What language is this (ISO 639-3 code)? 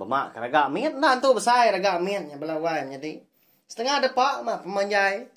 iba